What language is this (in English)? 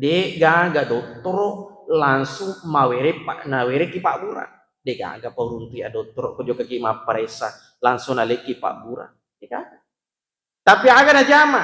Buginese